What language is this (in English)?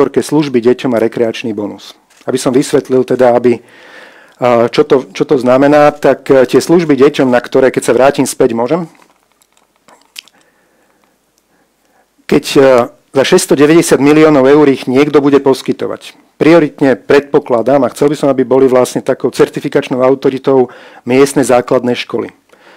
Slovak